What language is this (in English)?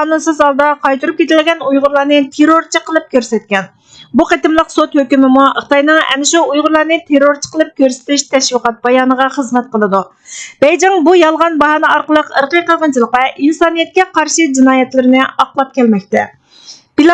Uyghur